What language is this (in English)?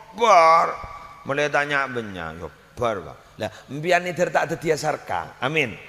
Madurese